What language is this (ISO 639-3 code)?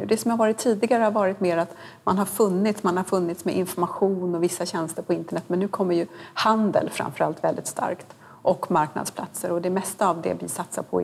swe